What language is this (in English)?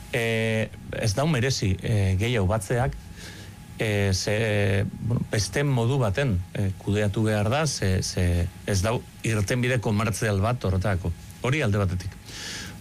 Basque